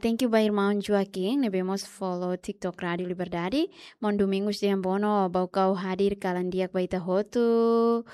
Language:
Tetum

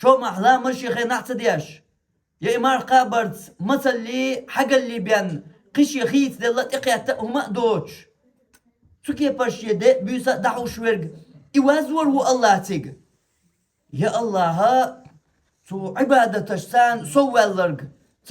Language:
Chechen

